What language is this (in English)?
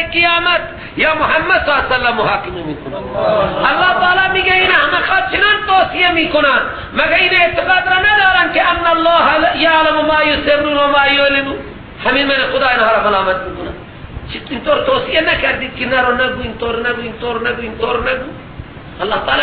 Persian